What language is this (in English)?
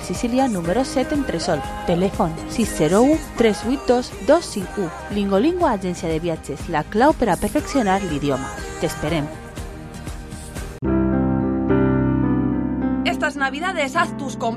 Catalan